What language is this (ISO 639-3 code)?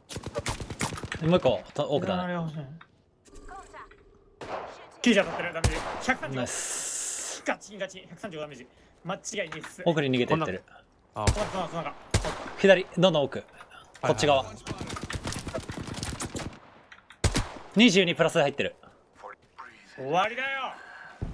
jpn